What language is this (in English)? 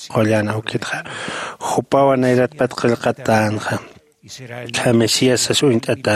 Aymara